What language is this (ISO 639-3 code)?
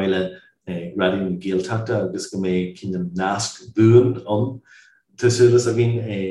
gle